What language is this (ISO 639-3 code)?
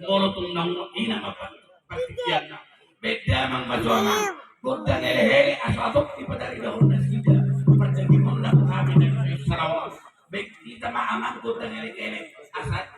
bbc